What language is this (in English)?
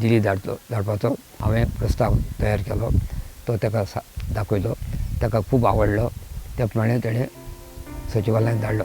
Konkani